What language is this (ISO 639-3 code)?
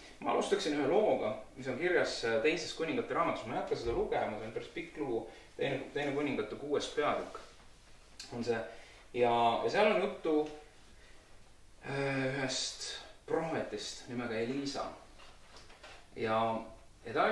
est